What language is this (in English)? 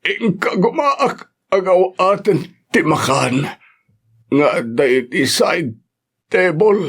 Iloko